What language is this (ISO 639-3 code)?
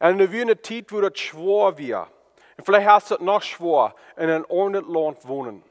pdt